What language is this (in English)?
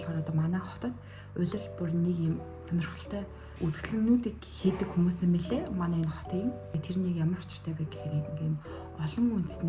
Mongolian